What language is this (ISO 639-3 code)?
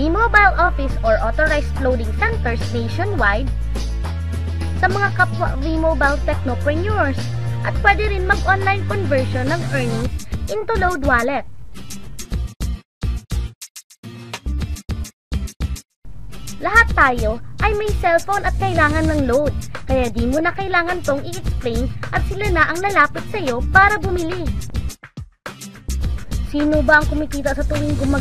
fil